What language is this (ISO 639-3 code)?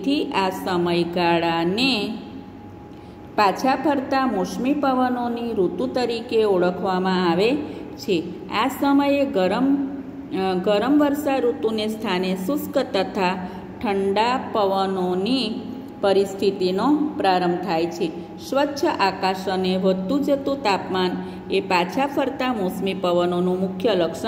guj